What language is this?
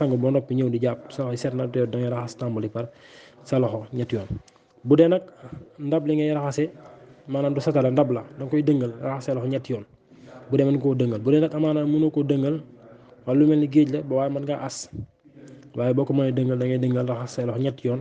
Wolof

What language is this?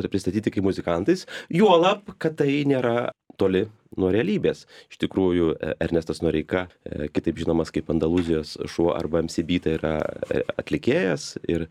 Lithuanian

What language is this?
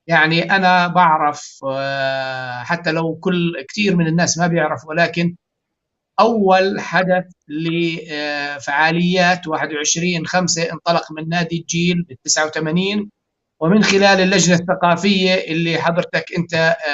North Levantine Arabic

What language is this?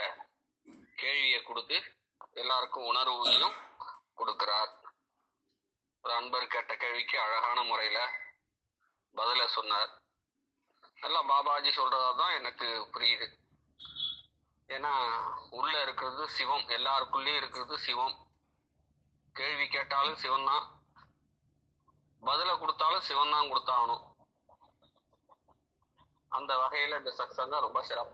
Tamil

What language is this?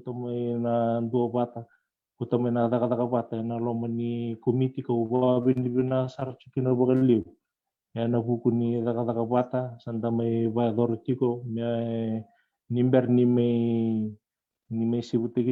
Fijian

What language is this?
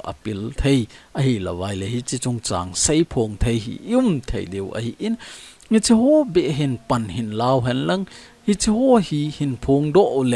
Thado Chin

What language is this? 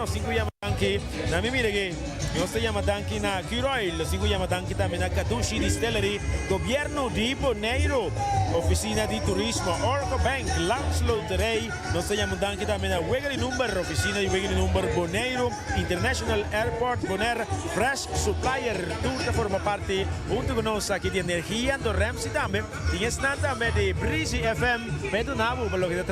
Papiamento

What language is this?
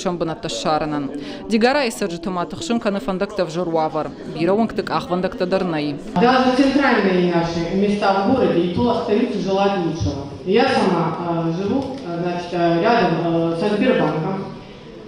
Ossetic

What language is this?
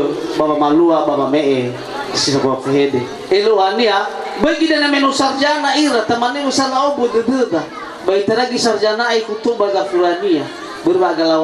Nias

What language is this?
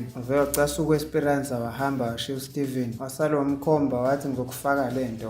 Zulu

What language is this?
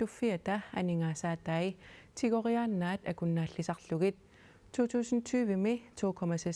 Kalaallisut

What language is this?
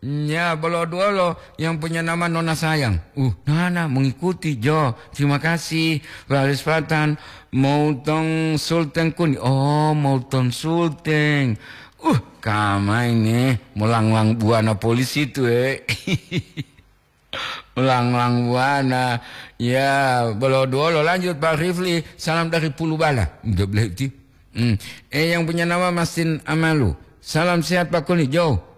Gorontalo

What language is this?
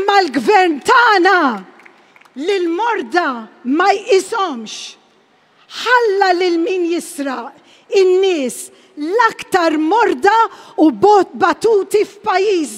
Maltese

